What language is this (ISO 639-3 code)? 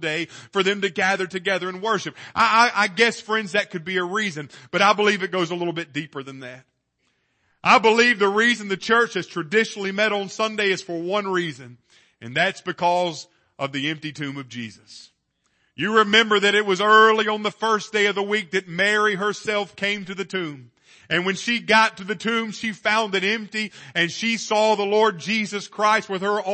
eng